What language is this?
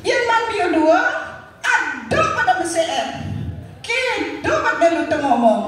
Balinese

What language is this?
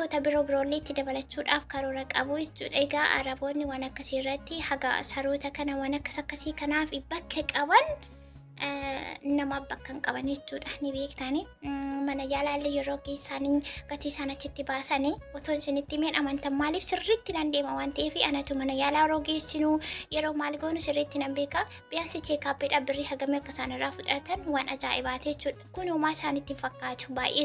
Oromo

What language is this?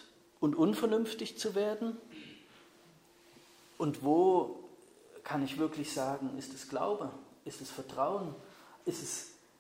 German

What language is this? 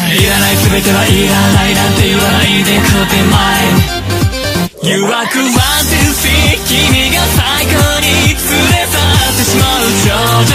Japanese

